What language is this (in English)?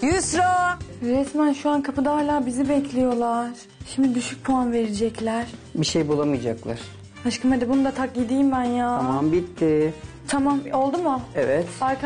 Turkish